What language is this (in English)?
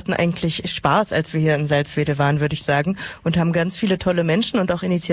German